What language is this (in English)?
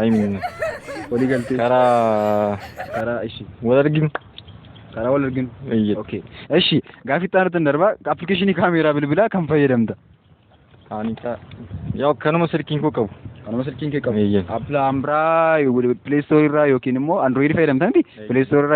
Oromo